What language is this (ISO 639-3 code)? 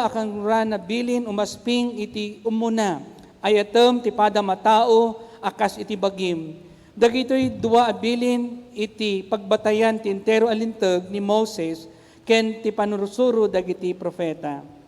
ilo